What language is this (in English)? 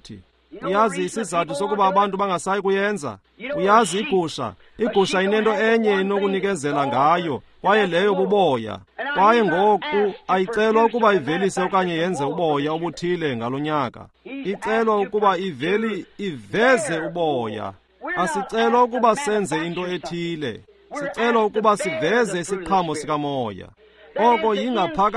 Xhosa